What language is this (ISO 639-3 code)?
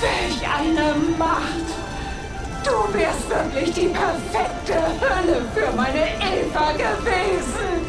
bar